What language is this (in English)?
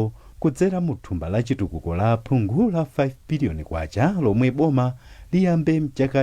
Nyanja